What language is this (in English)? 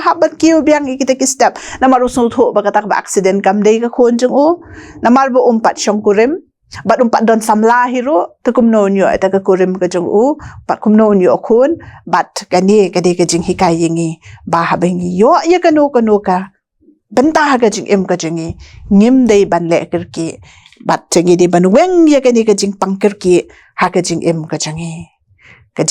Khasi